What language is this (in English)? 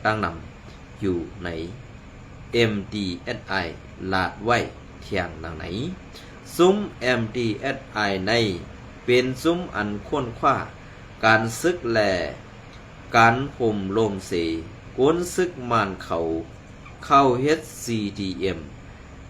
Shan